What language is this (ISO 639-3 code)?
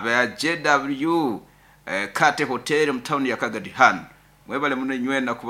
nyo